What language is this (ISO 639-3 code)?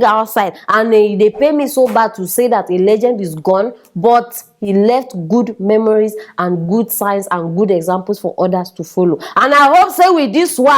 pcm